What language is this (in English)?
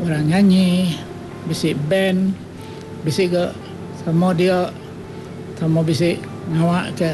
Iban